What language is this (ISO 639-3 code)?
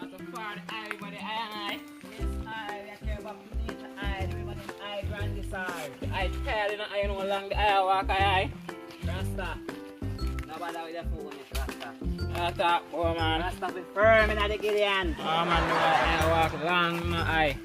jam